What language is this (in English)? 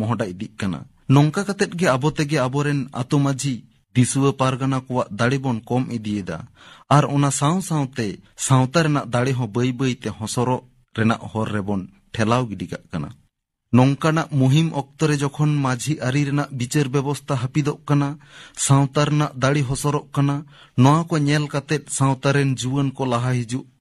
Santali